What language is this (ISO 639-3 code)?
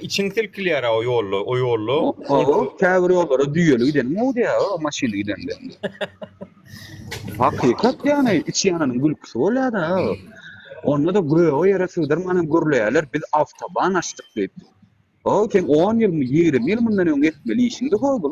tuk